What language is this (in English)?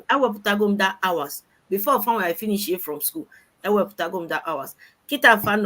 Igbo